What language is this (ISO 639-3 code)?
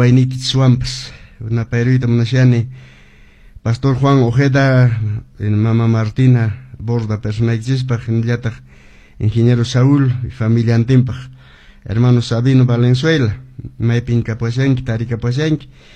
que